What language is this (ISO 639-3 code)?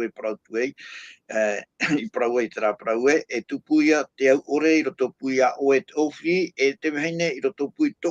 tah